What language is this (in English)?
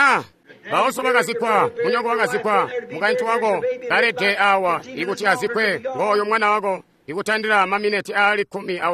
Tonga (Zambia)